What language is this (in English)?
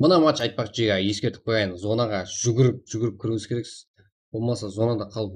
Kara-Kalpak